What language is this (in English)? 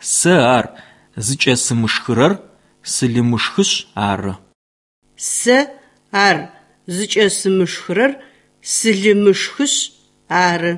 Adyghe